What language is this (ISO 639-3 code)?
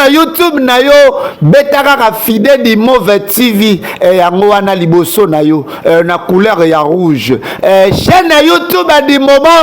lin